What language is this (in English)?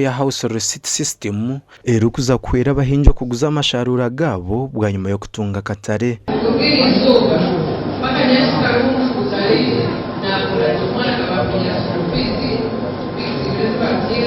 Nyankole